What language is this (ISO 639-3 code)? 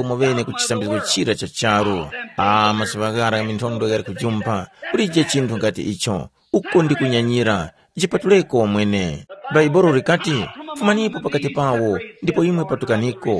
tum